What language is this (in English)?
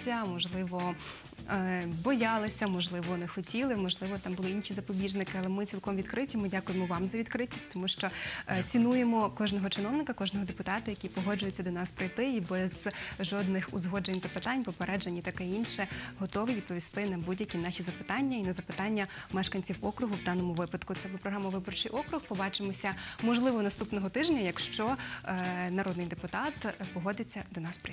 Ukrainian